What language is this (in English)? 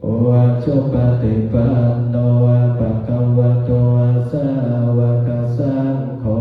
Pali